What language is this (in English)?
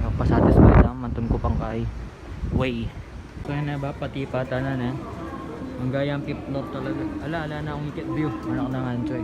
Pampanga